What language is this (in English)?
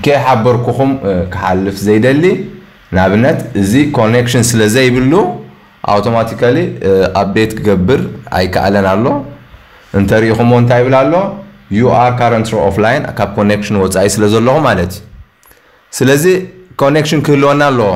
Tigrinya